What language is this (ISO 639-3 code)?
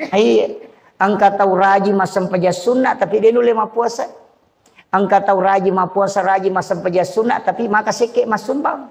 bug